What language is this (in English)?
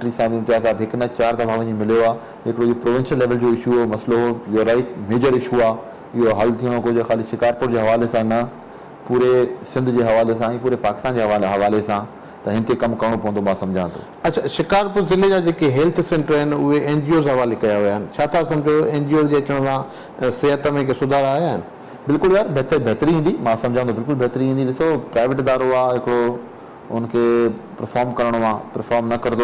Sindhi